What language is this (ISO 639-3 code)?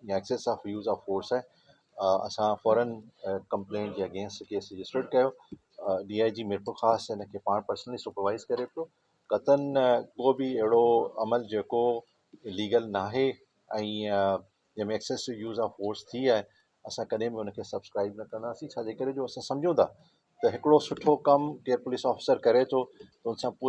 snd